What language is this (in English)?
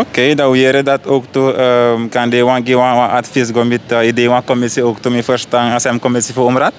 Sranan Tongo